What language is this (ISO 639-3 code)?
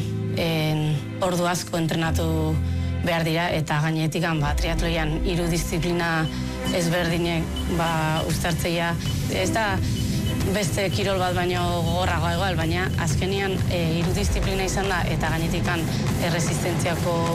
eus